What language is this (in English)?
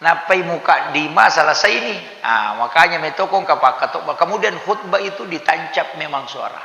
Buginese